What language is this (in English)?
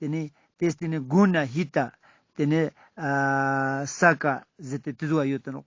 Ladakhi